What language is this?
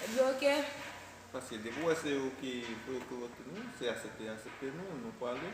Haitian Creole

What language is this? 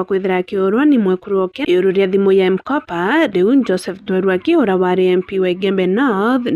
Meru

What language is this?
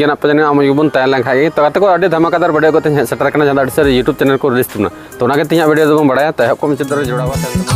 Santali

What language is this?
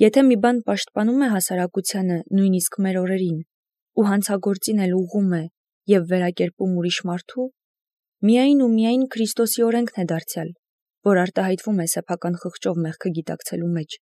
Armenian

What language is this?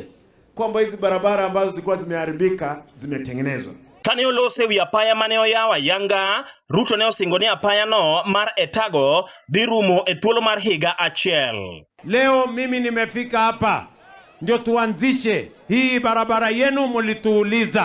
Luo (Kenya and Tanzania)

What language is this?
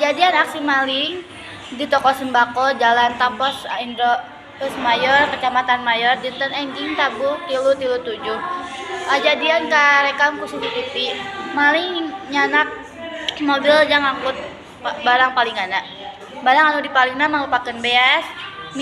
Sundanese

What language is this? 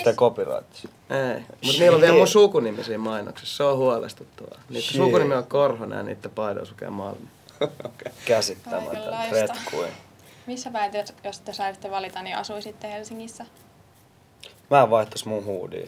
Finnish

